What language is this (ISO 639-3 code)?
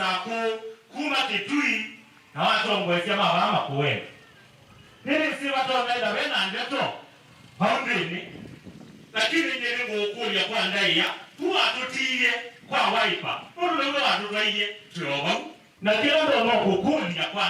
kam